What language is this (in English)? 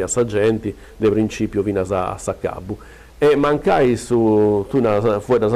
Sardinian